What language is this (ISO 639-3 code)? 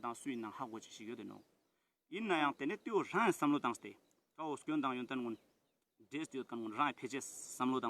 lbj